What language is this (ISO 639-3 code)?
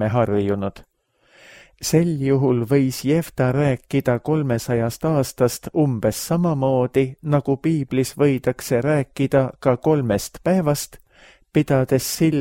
est